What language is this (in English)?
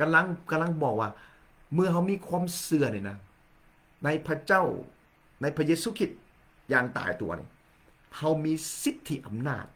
Lao